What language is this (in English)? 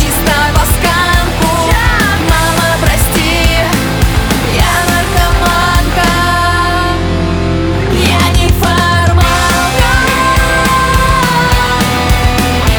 Russian